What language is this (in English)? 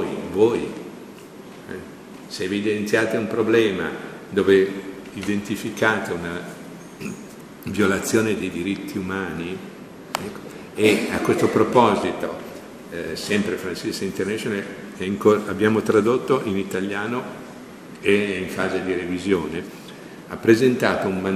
Italian